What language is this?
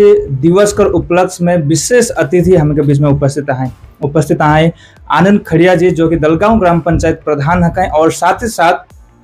Sadri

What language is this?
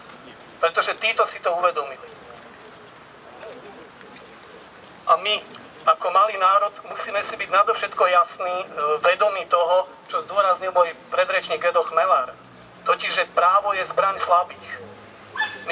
Slovak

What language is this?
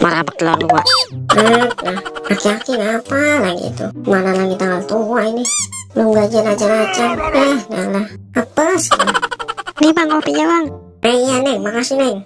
Betawi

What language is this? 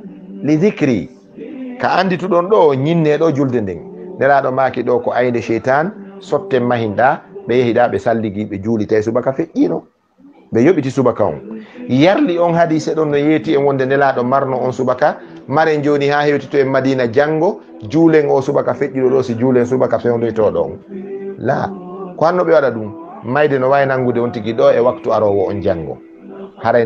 Fula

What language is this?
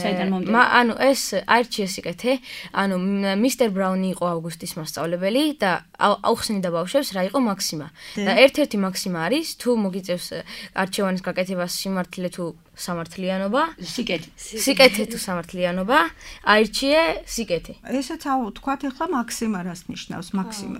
Georgian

